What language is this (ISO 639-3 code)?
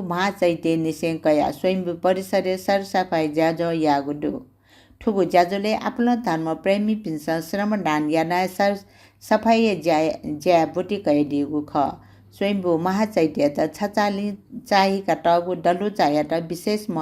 new